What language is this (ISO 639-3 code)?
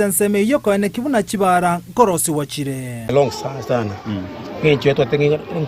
guz